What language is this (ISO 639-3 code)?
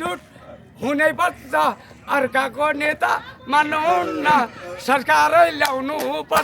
nep